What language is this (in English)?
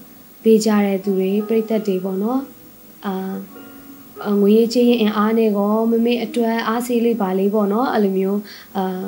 Burmese